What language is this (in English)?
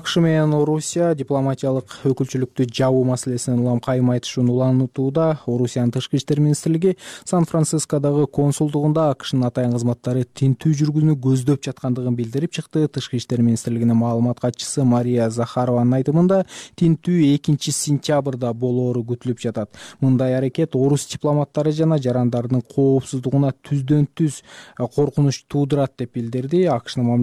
Kyrgyz